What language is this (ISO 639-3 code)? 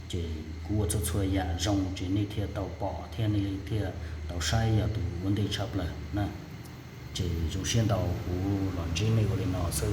hmn